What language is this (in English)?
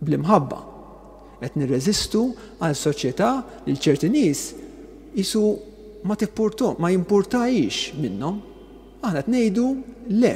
Maltese